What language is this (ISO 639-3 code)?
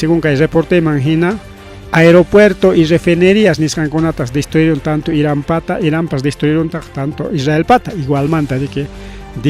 quy